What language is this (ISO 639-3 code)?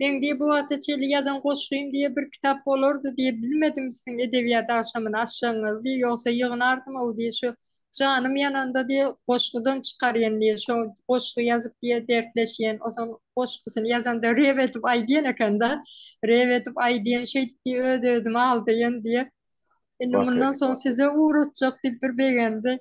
tuk